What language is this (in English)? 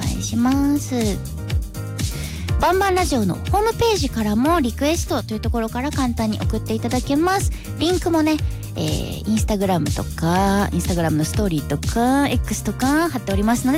Japanese